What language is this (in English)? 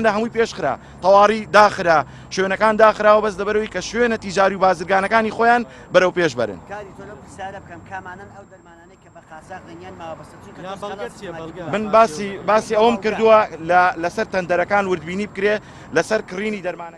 Central Kurdish